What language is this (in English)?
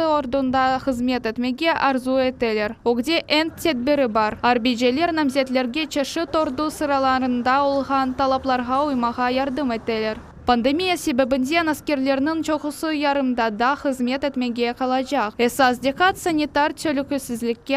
Crimean Tatar